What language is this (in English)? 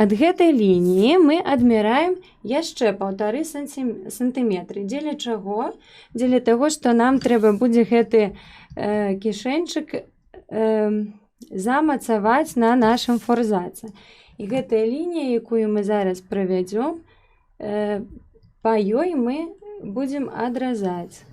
Belarusian